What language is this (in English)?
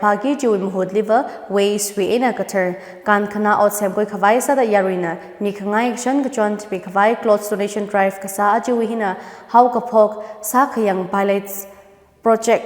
Tangkhul Naga (India)